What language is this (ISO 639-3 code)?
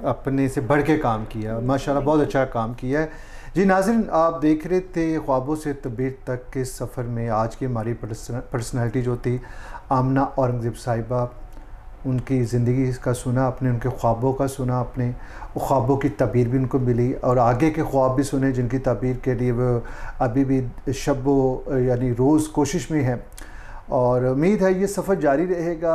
urd